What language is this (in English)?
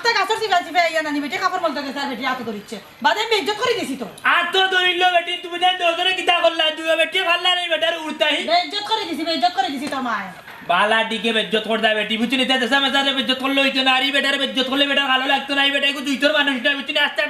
Sylheti